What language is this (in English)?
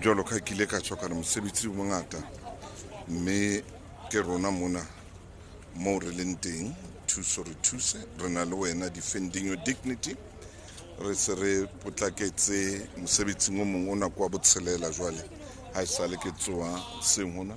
Southern Sotho